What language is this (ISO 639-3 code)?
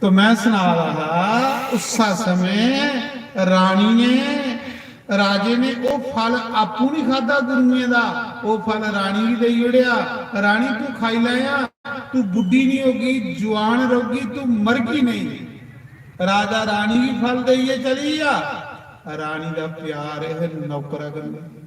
doi